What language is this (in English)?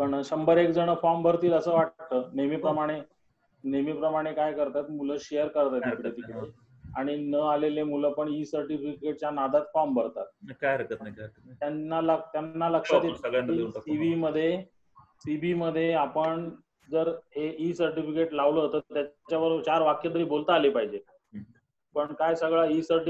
Marathi